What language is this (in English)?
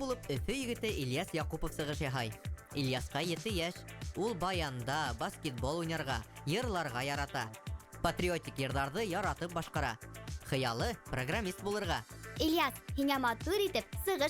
Bashkir